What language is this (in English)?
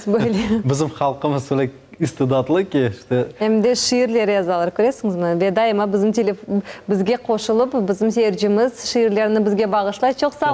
Crimean Tatar